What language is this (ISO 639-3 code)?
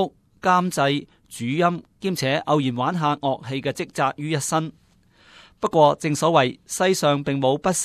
yue